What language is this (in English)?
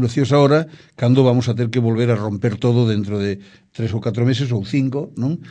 Galician